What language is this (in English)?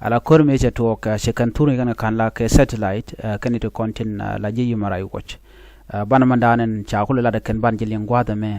Nuer